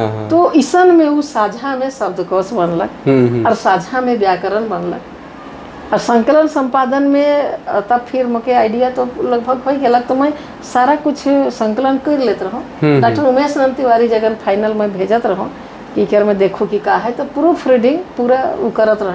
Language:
Sadri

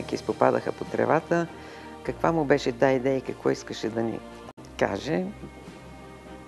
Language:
Bulgarian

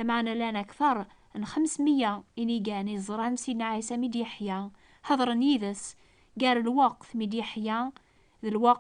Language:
Kabyle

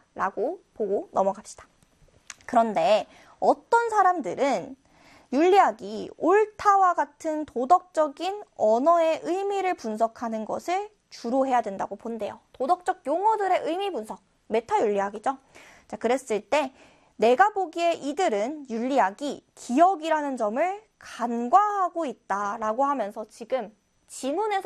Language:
Korean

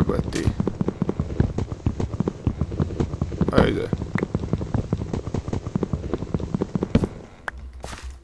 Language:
Croatian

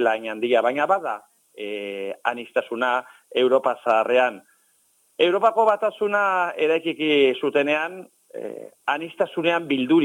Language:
Basque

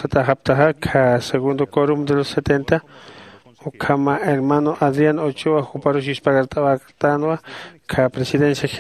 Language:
Aymara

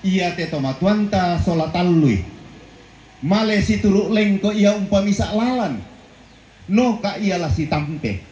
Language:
Toraja-Sa'dan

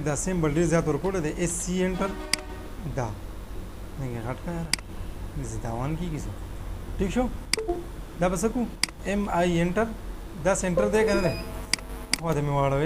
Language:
Pashto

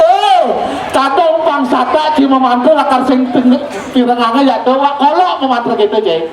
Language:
Balinese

